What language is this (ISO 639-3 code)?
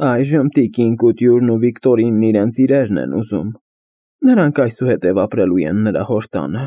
hye